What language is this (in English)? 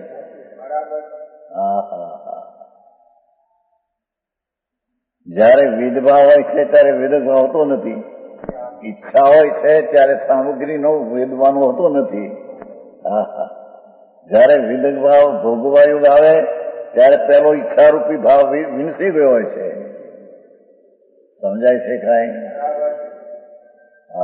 Gujarati